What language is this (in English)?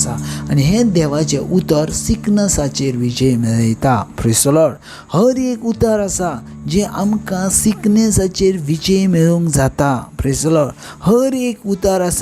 Konkani